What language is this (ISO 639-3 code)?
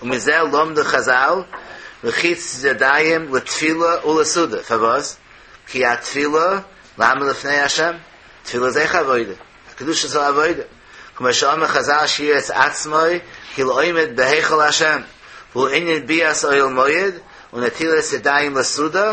yid